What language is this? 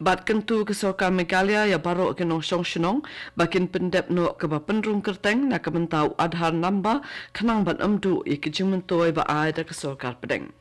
Khasi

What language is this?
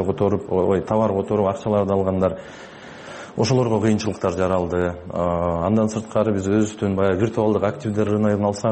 Kyrgyz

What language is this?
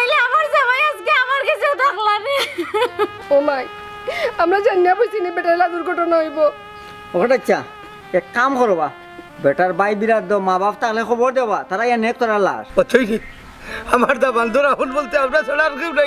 Sylheti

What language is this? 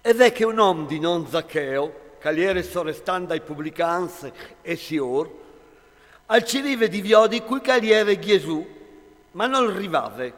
Friulian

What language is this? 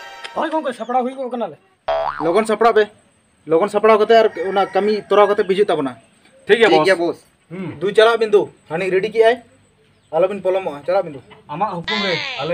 Santali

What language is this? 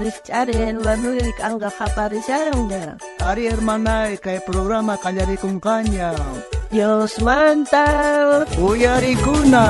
South Bolivian Quechua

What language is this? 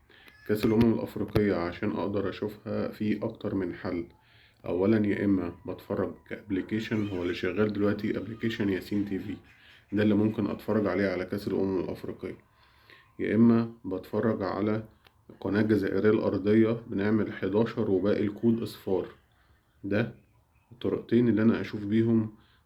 Egyptian Arabic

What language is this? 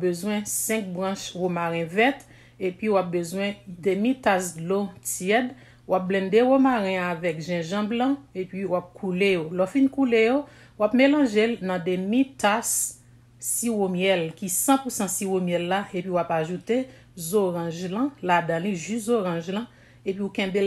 Haitian Creole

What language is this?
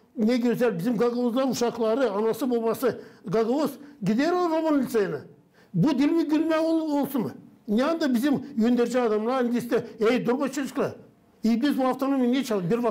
Gagauz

